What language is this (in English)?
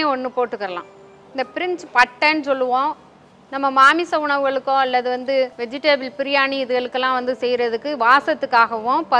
Tamil